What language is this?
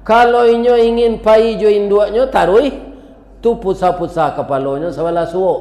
Minangkabau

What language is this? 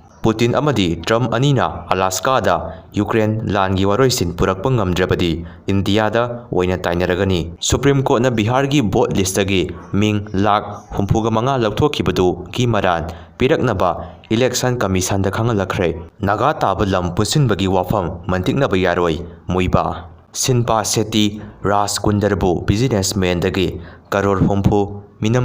Manipuri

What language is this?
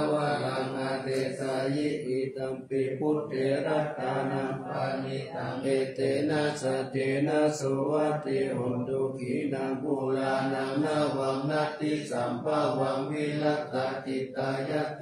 Pali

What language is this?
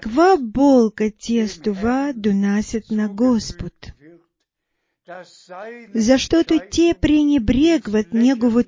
Bulgarian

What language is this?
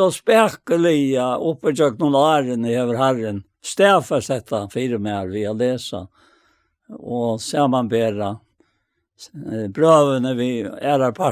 Faroese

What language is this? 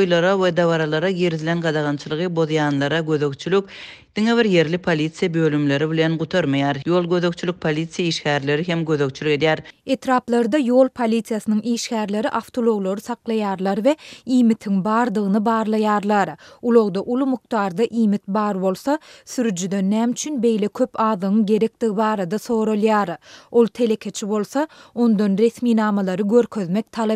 Turkmen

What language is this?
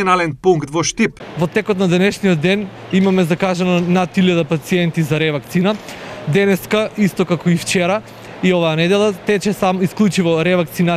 Macedonian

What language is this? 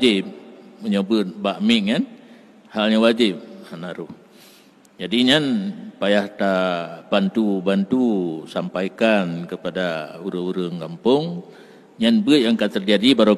Achinese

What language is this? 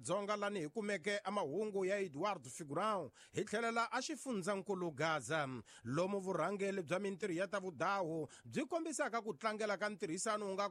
Tsonga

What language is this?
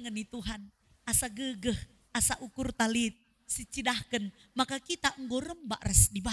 Batak Karo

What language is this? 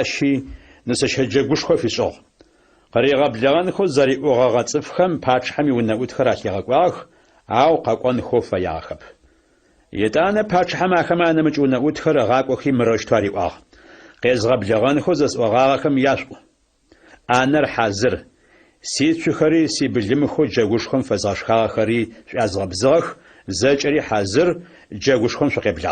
Adyghe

